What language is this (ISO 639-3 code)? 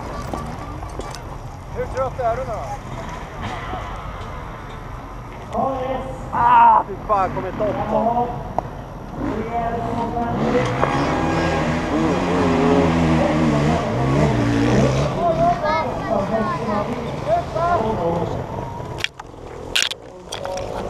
swe